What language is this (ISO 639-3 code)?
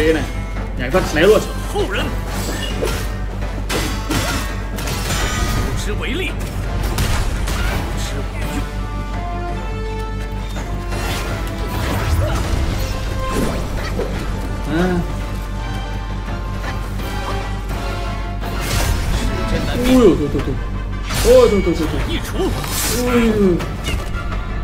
vie